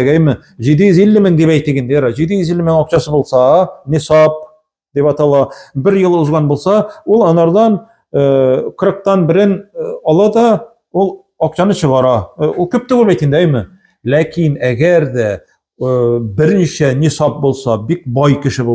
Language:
Tatar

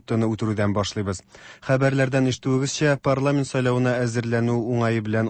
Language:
Tatar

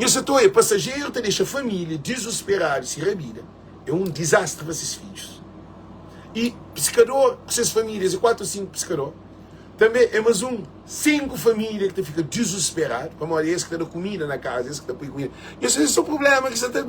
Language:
Kabuverdianu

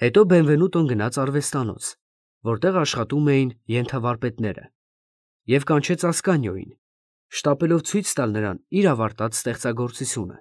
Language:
Armenian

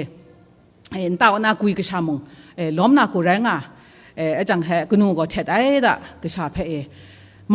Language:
Kachin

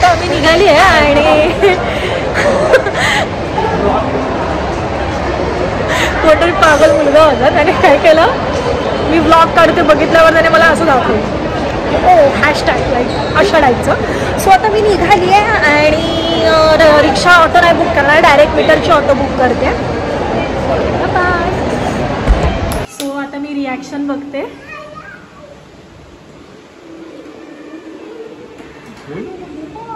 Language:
Marathi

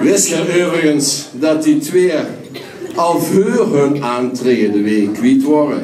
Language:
Limburgish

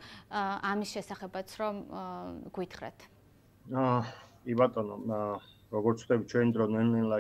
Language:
Georgian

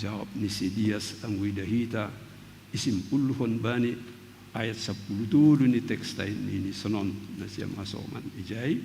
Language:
Batak Simalungun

